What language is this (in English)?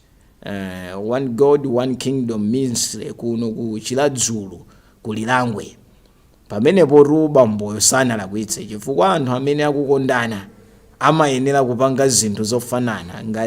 Nyanja